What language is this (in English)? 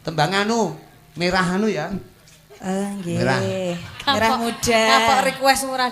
Javanese